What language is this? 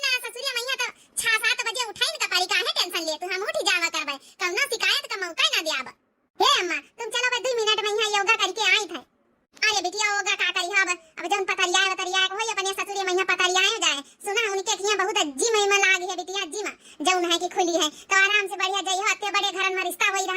Awadhi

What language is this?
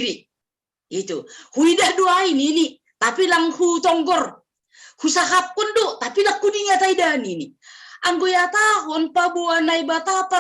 Batak Simalungun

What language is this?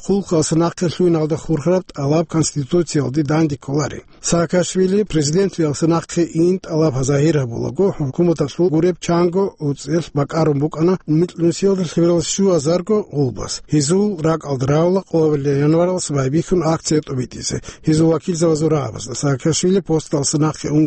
Avaric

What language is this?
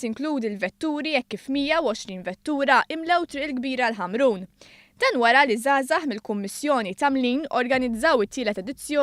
Maltese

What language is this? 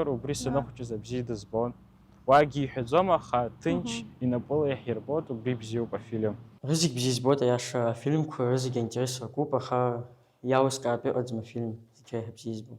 Abkhazian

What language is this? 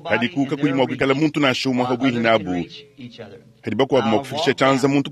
Luba-Lulua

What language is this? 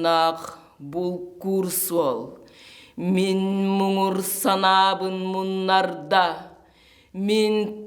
Yakut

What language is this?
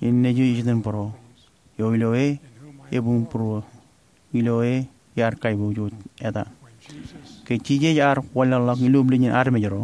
Marshallese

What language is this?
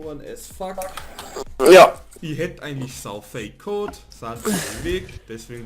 Bavarian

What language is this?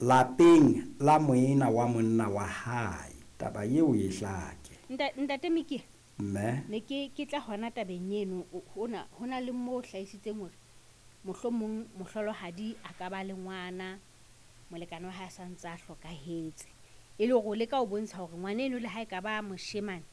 Southern Sotho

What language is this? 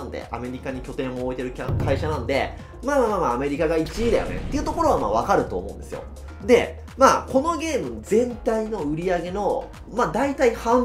Japanese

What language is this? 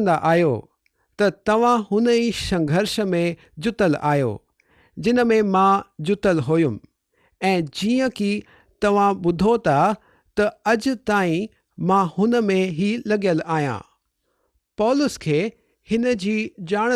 Sindhi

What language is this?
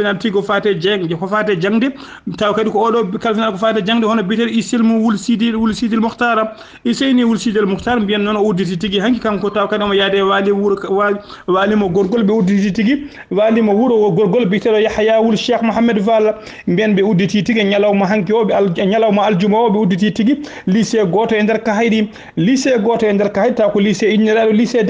Fula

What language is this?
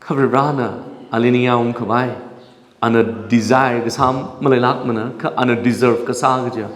Tangkhul Naga (India)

